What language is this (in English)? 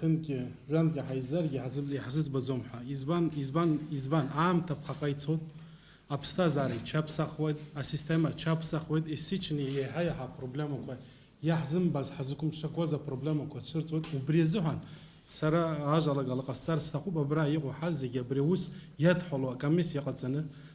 Abkhazian